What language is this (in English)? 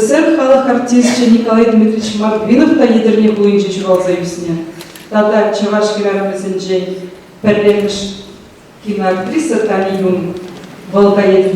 Chuvash